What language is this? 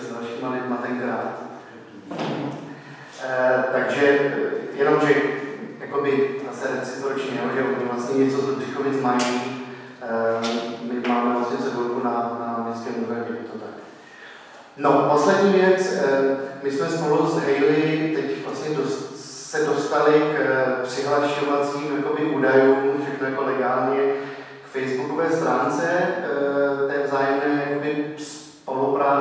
Czech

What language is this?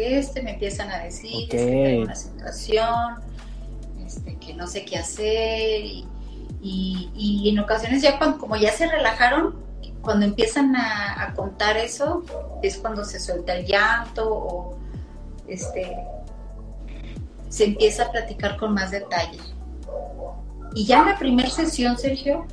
Spanish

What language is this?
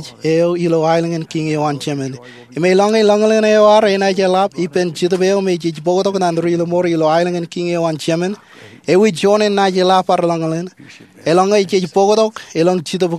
Marshallese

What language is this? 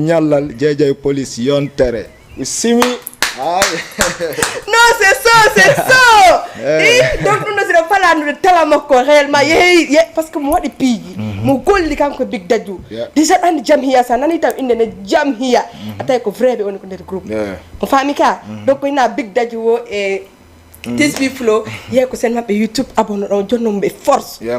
Fula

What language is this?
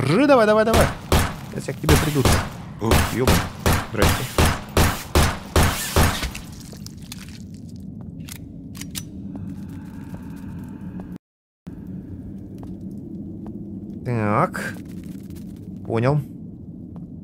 Russian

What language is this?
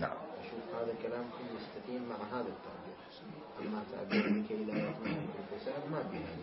Mesopotamian Arabic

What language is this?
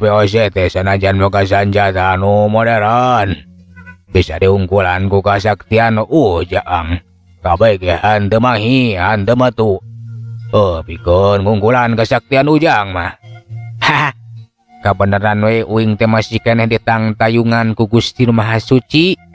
Sundanese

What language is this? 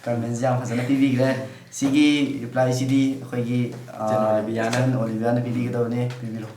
Manipuri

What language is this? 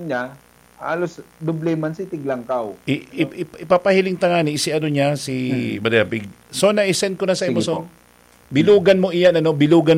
Bikol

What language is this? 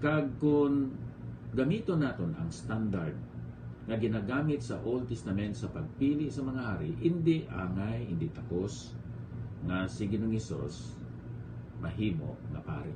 Hiligaynon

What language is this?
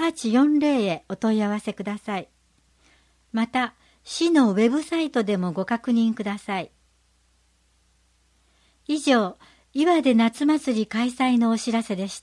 Japanese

